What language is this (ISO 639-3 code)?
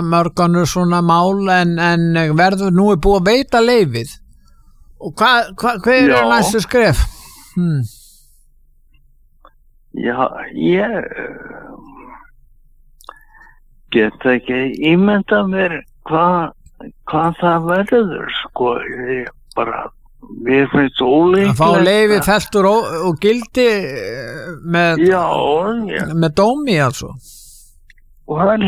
isl